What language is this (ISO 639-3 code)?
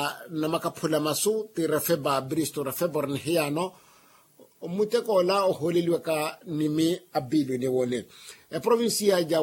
vmw